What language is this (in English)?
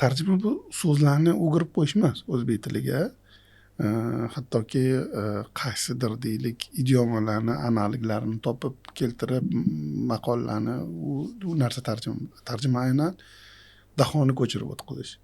Uzbek